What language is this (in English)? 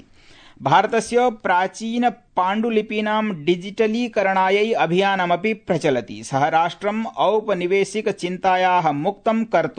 Sanskrit